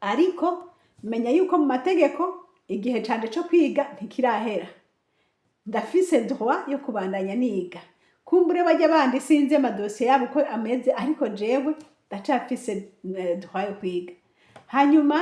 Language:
Rundi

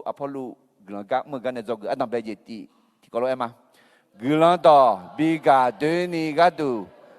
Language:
Akha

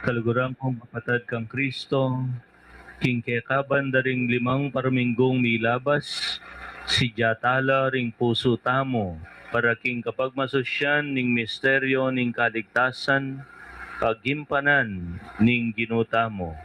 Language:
Pampanga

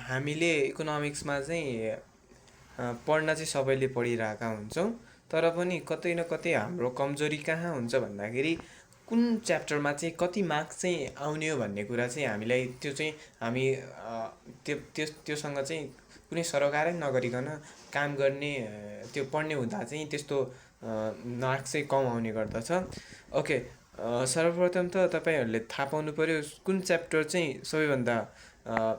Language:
Nepali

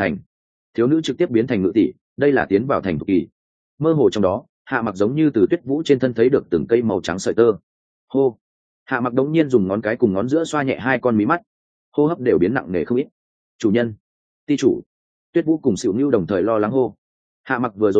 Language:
Vietnamese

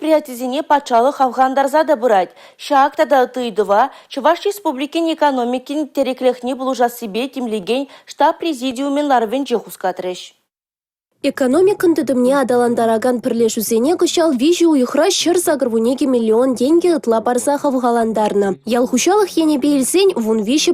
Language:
Chuvash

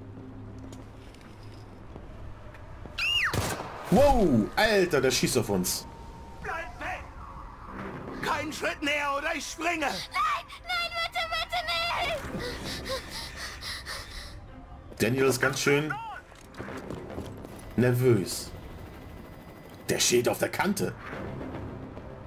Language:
German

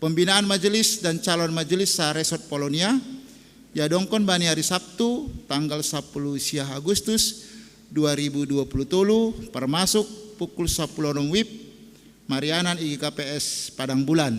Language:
Batak Simalungun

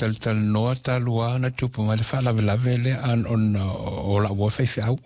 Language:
Samoan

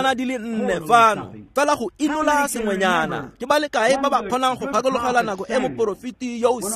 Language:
Tswana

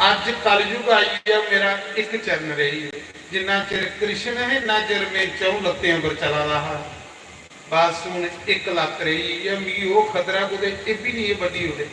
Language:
Dogri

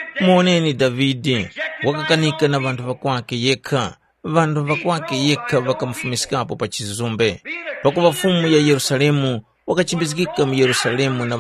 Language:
Tumbuka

